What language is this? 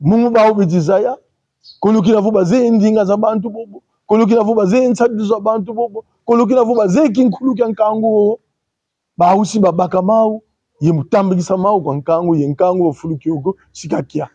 Kongo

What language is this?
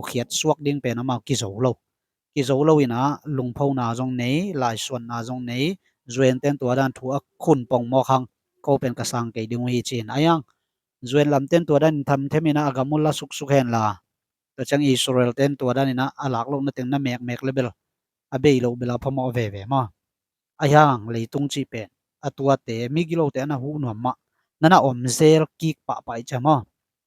Tedim Chin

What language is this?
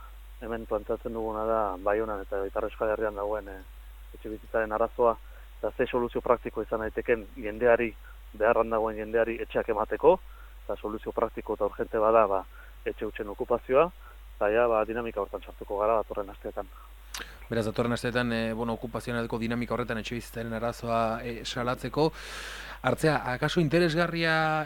Basque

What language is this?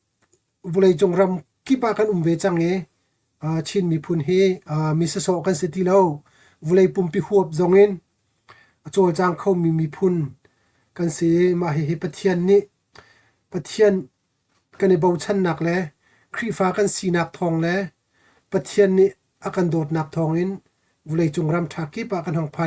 Hakha Chin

